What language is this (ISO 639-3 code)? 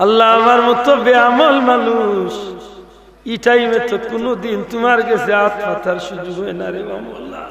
syl